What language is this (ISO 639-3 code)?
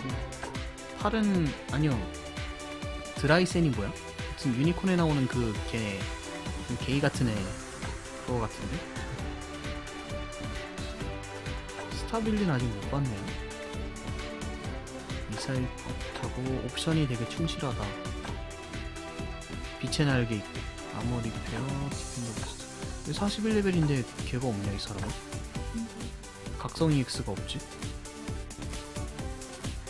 kor